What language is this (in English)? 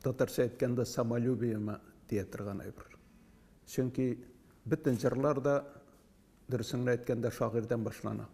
Tatar